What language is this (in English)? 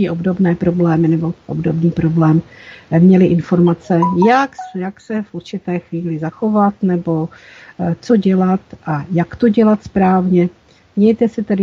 Czech